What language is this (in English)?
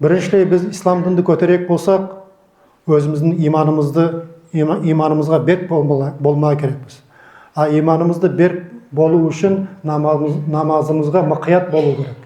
Nogai